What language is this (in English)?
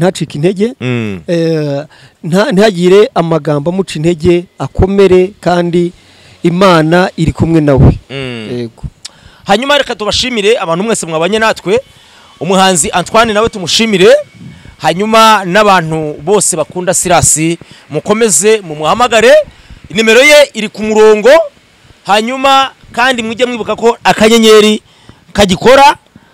Kinyarwanda